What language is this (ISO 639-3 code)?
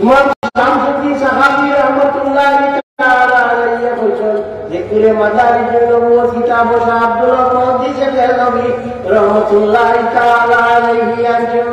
syl